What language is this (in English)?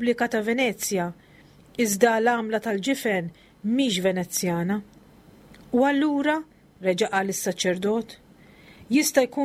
Maltese